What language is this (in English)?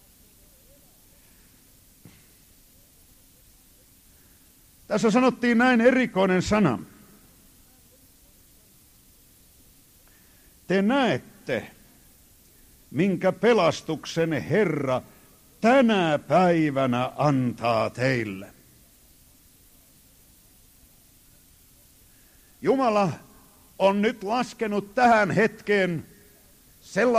Finnish